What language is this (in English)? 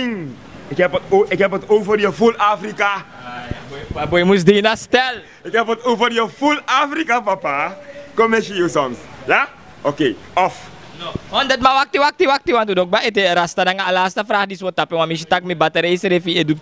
Sranan Tongo